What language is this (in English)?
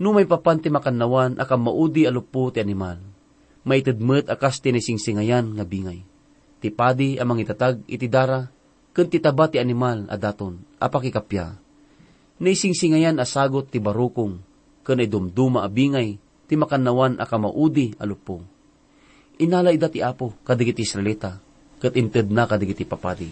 Iloko